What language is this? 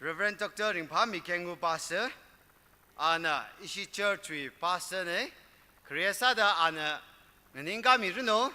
Tangkhul Naga (India)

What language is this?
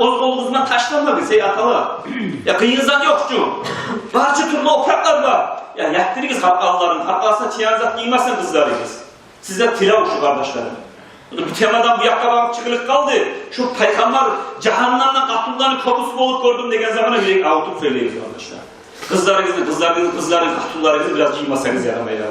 Kumyk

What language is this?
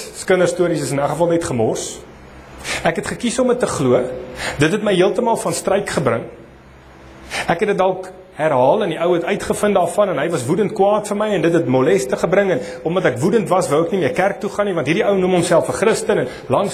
Afrikaans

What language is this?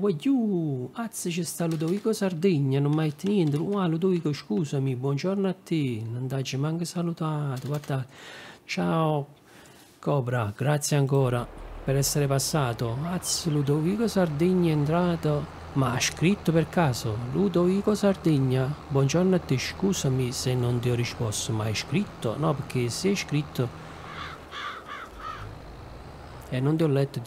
Italian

